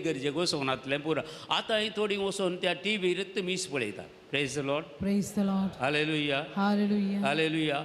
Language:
Konkani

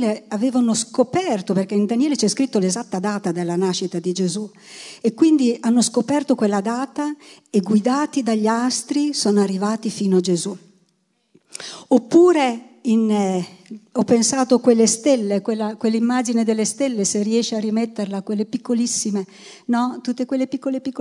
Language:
Italian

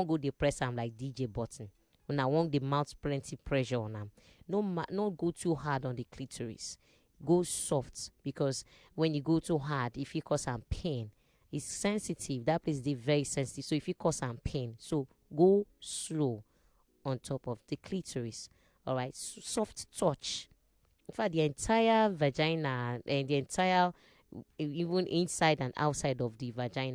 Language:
Nigerian Pidgin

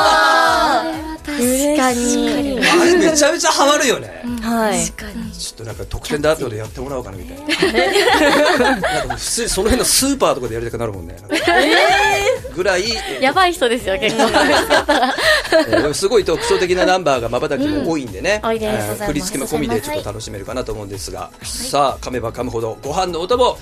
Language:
Japanese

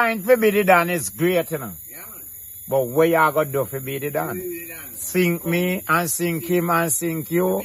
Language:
Jamaican Creole English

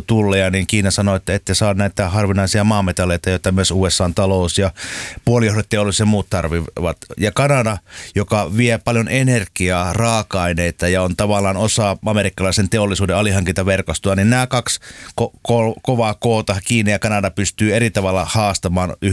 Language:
Finnish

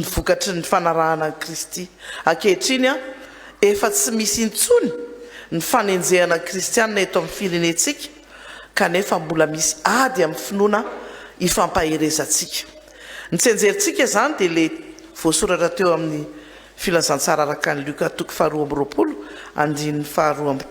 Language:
Malagasy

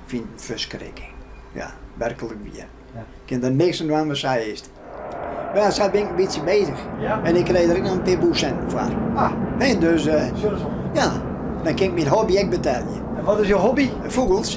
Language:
Western Frisian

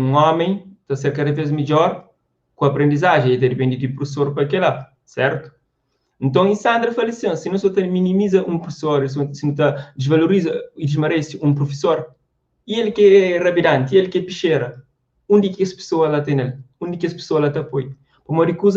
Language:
Kabuverdianu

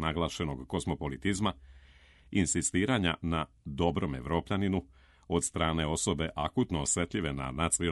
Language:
Serbian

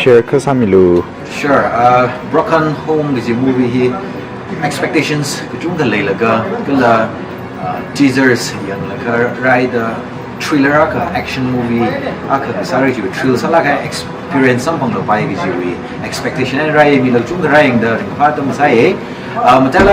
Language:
Tangkhul Naga (India)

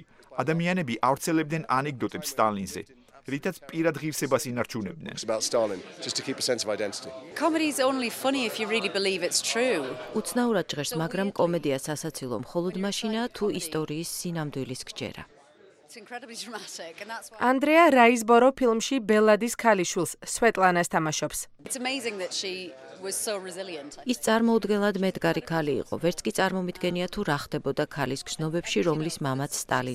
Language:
Georgian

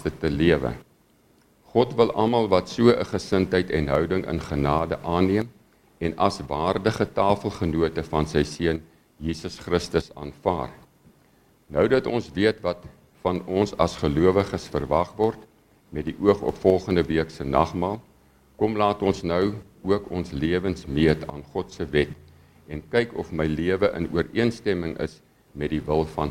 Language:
Afrikaans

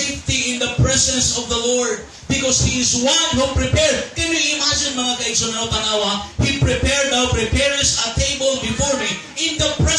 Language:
Cebuano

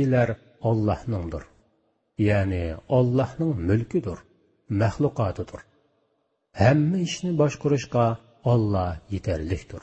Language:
Uyghur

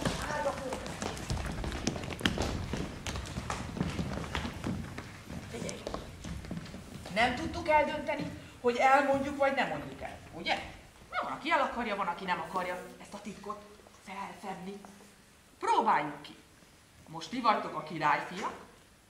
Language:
Hungarian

